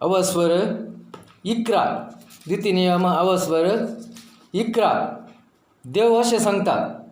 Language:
Konkani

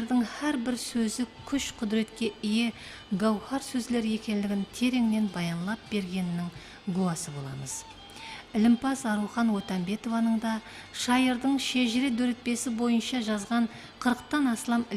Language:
Kara-Kalpak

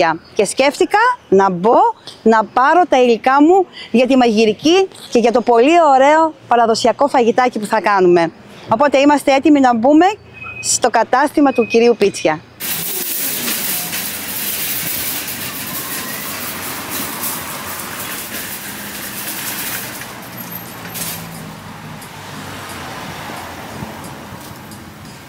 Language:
Greek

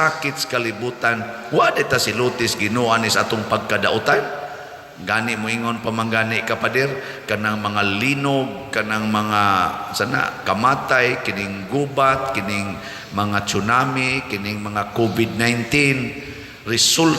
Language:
Cebuano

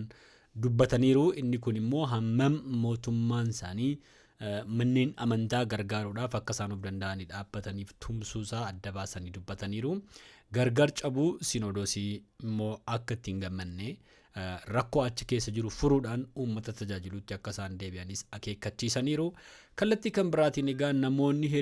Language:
Oromo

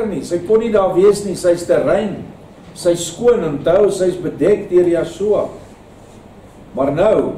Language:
Afrikaans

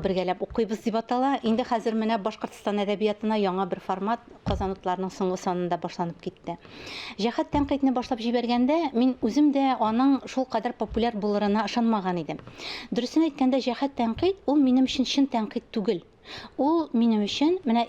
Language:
Tatar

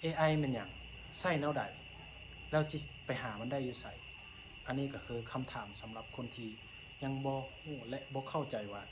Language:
Lao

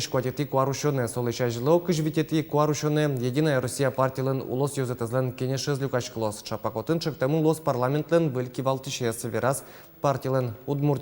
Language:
Udmurt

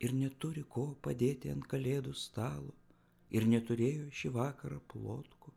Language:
Lithuanian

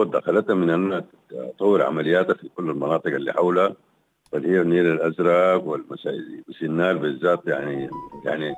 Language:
Sudanese Arabic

